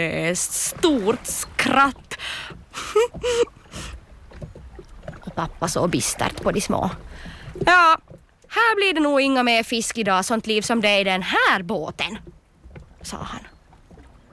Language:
Swedish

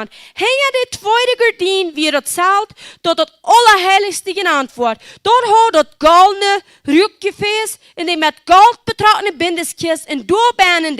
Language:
Plautdietsch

